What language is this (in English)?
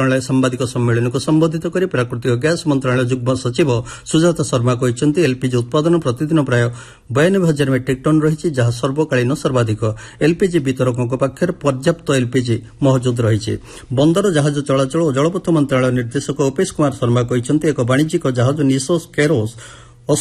Odia